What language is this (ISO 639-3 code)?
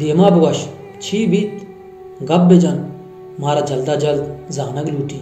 bal